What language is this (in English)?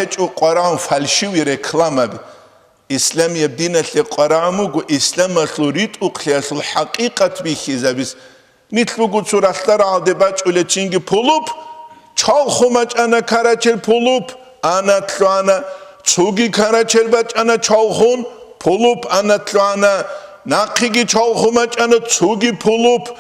Avaric